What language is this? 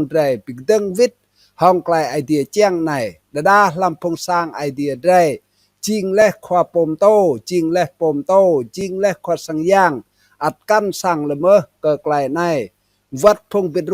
Rade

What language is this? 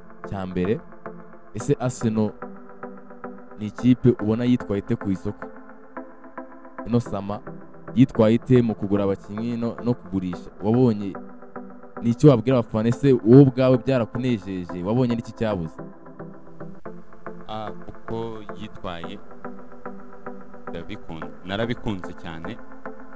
Kinyarwanda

